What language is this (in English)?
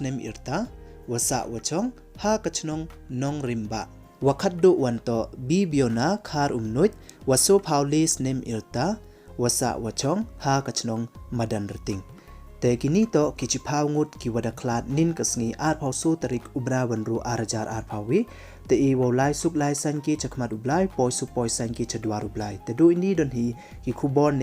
Pnar